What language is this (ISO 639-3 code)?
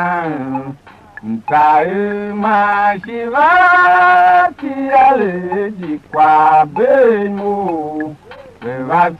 tiv